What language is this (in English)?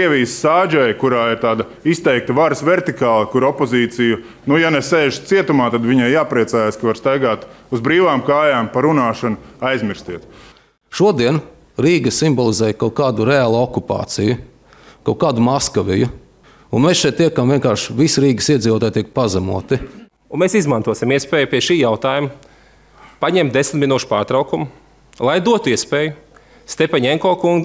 Latvian